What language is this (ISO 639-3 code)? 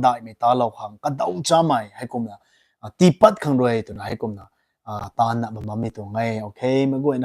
nbu